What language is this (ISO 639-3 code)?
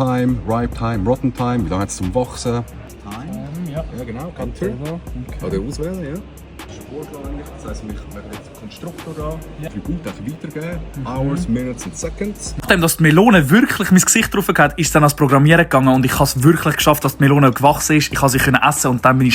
gsw